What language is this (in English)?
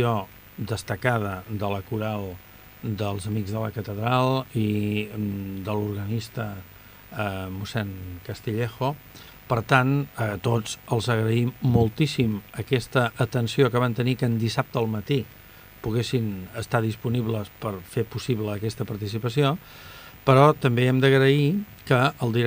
Catalan